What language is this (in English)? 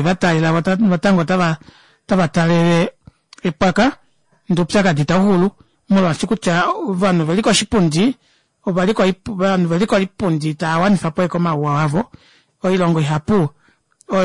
Kuanyama